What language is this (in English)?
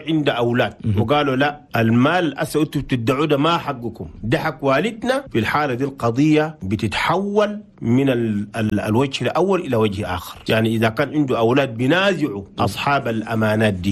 Chadian Arabic